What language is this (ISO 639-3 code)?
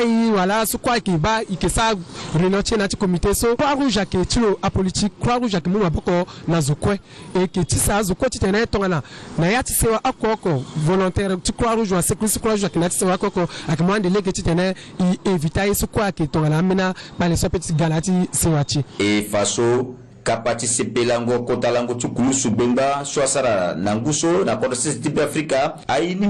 sag